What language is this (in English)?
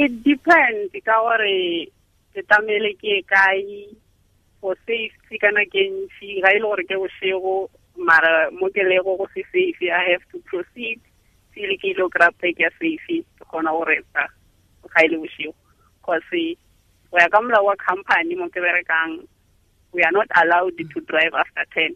Tswana